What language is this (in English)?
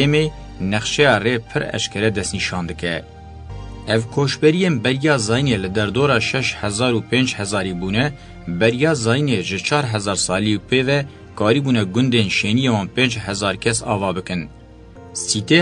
Kurdish